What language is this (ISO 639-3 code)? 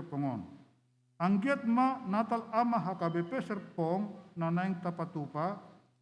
bbc